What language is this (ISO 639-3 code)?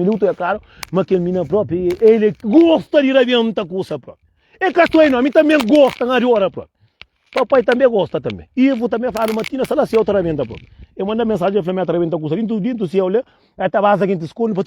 kea